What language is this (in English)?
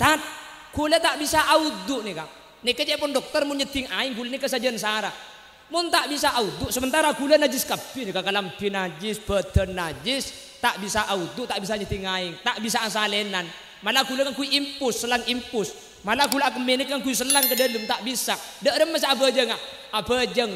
Madurese